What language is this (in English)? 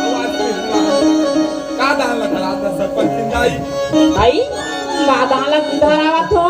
Chhattisgarhi